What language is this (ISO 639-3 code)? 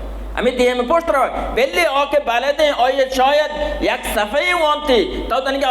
bal